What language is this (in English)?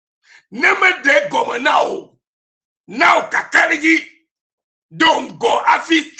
Ewe